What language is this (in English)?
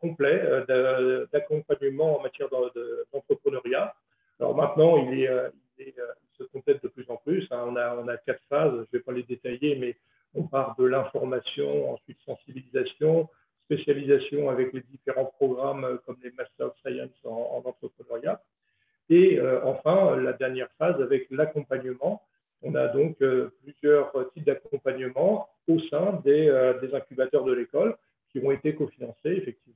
French